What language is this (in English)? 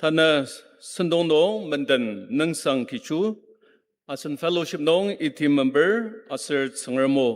Ao Naga